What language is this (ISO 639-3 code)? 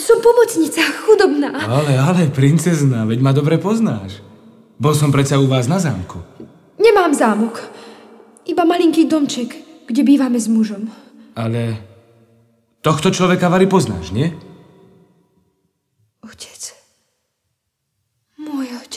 slk